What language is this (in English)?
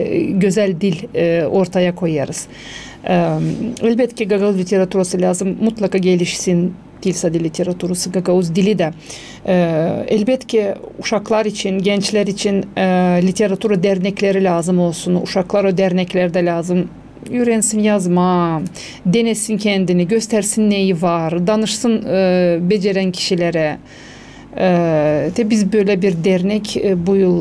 Gagauz